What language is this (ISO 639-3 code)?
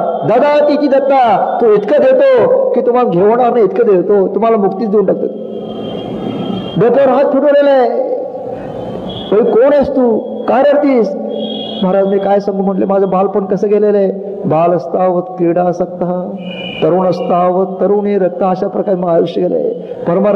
mar